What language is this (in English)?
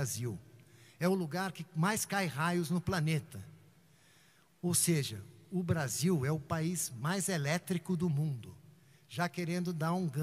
Portuguese